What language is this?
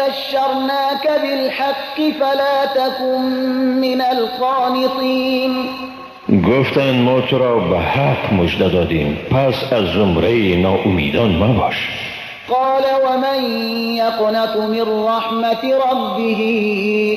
Persian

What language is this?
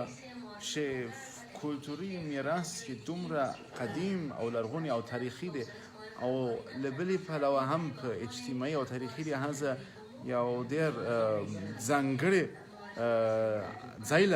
Pashto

